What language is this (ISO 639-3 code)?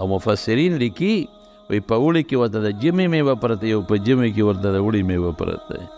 pus